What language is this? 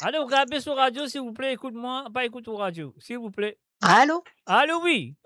Morisyen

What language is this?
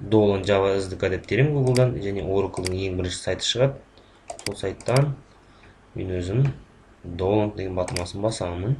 Kazakh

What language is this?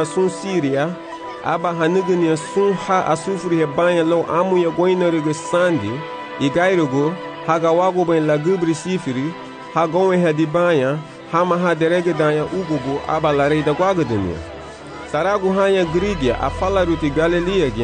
Garifuna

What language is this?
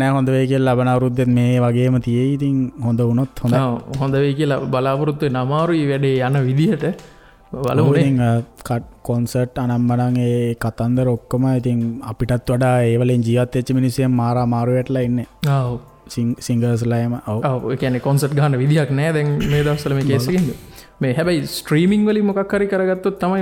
Sinhala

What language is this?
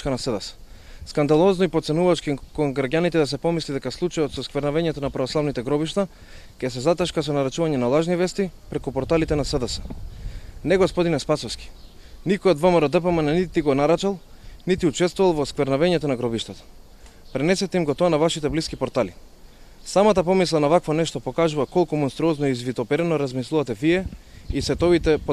Macedonian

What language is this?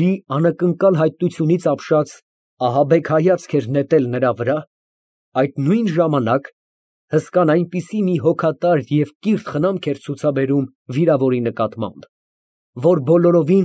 Armenian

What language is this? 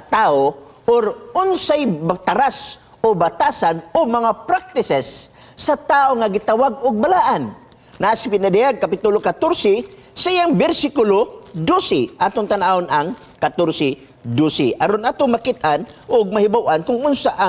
Cebuano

